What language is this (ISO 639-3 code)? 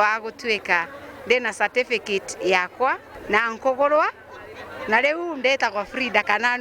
mer